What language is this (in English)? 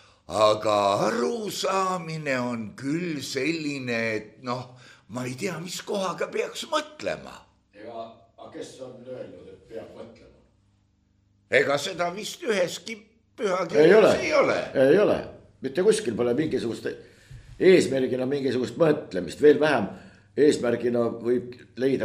Estonian